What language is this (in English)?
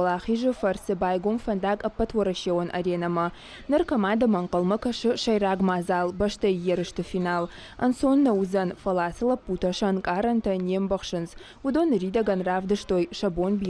Ossetic